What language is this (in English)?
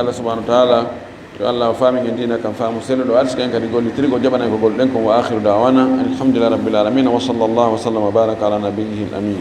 Fula